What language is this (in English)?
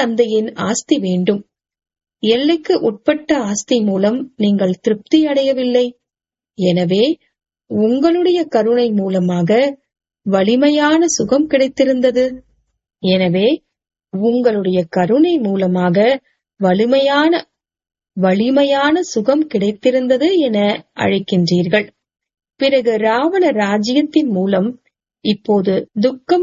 Tamil